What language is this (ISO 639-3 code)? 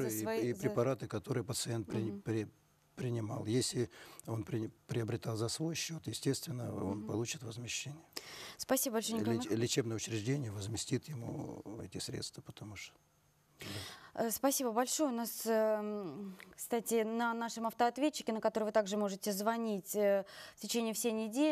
rus